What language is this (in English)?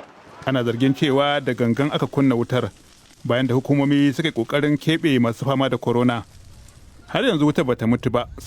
Hausa